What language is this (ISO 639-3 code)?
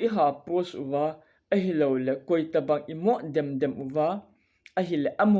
tcz